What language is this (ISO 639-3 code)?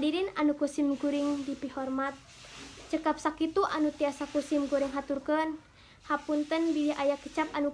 sun